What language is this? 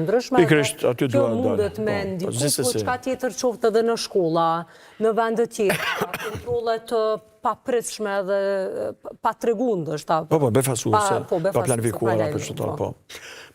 Albanian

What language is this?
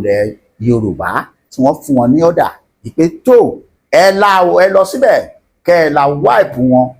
Yoruba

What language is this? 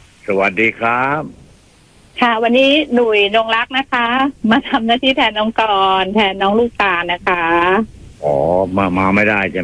Thai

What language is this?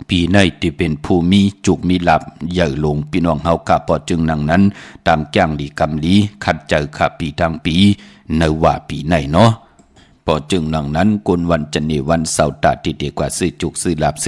Shan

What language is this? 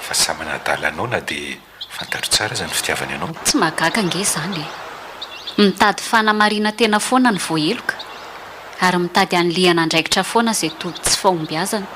Malagasy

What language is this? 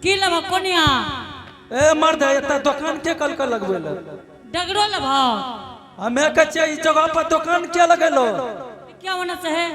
Angika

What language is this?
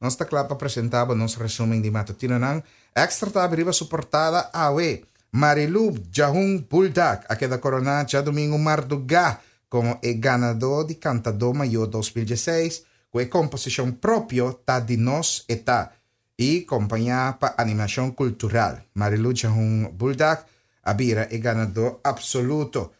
Papiamento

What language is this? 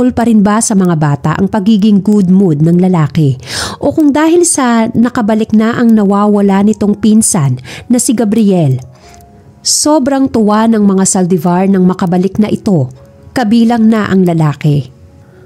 Filipino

